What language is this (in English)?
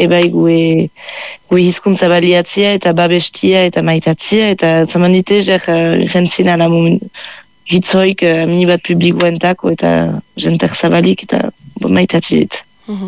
Basque